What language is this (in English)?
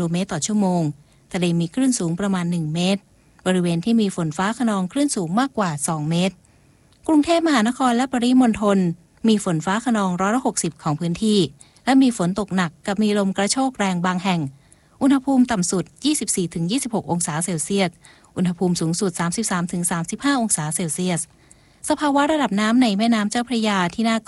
Thai